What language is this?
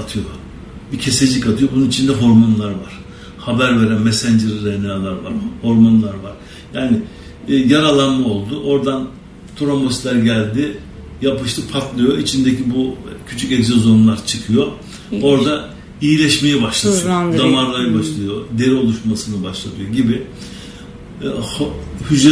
Turkish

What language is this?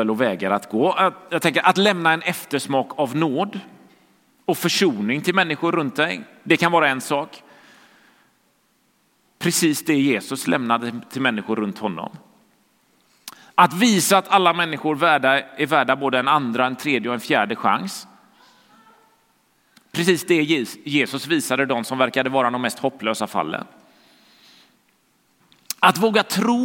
Swedish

